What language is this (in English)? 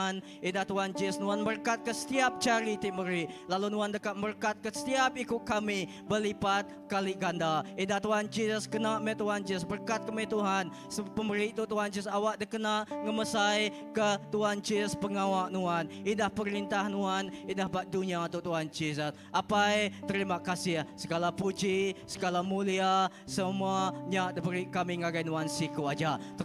Iban